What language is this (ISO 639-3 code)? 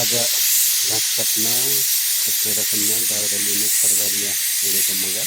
nep